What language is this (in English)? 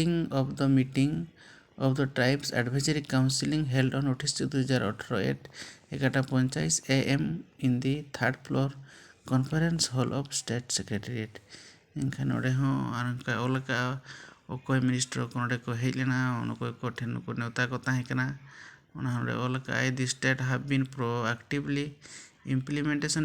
Santali